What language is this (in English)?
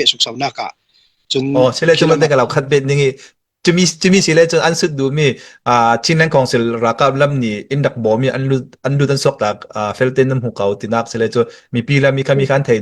Falam Chin